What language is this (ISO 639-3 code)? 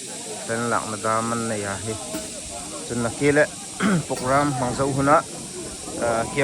hmr